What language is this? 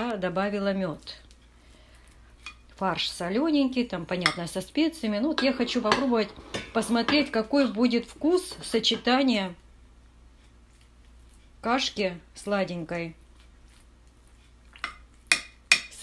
Russian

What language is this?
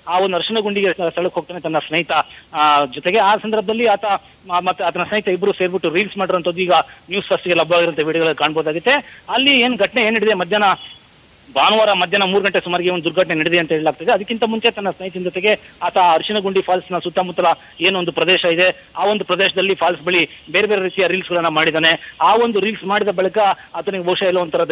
Kannada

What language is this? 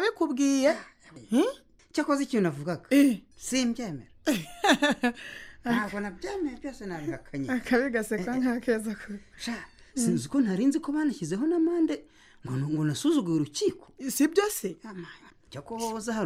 Kinyarwanda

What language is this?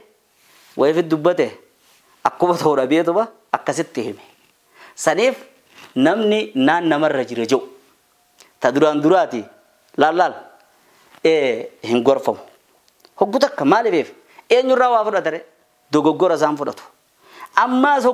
Oromo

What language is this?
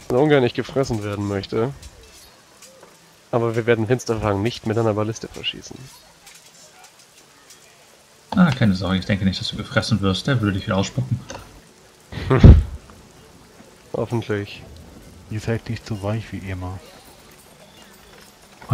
German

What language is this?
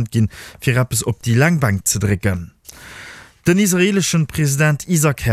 Luxembourgish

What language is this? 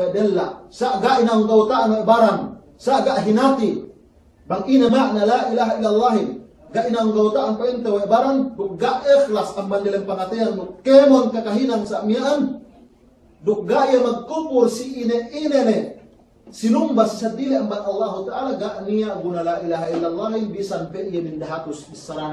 Yakan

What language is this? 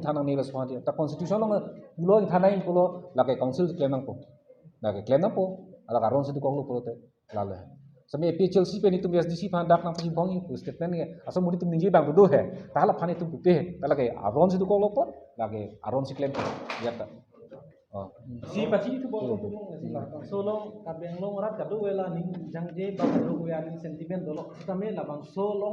Karbi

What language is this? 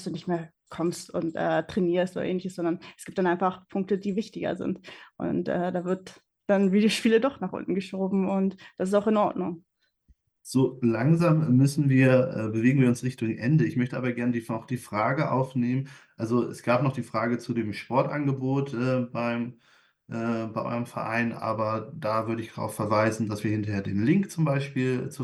German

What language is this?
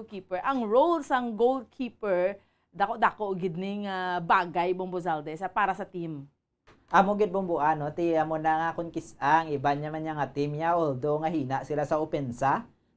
Hiligaynon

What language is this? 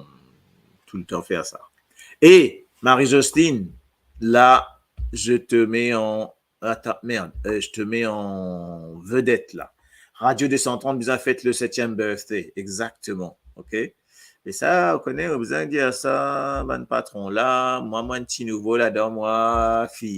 Morisyen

